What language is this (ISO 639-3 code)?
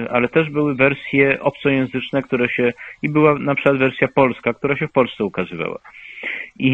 pol